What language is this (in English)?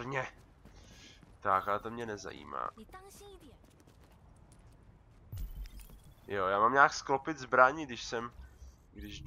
Czech